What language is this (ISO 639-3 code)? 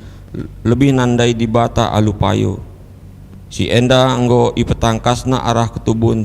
btx